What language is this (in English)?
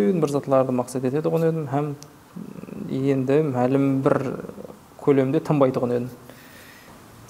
Kara-Kalpak